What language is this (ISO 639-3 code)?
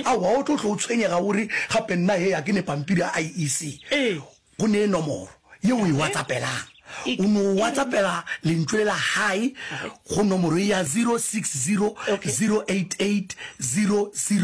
nso